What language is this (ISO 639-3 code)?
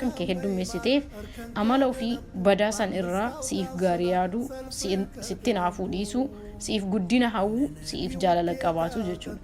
orm